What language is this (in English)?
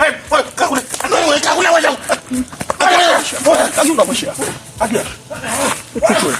Haitian Creole